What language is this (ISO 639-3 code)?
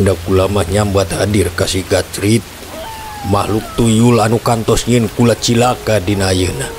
sun